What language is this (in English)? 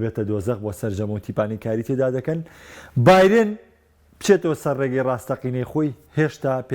Central Kurdish